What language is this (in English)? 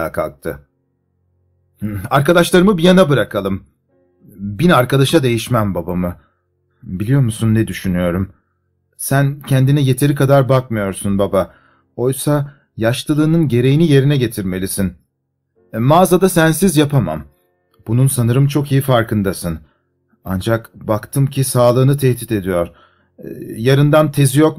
Turkish